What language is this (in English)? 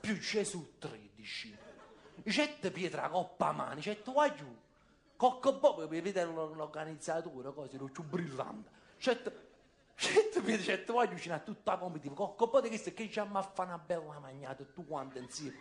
Neapolitan